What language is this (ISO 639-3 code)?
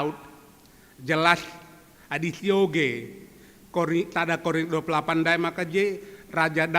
btx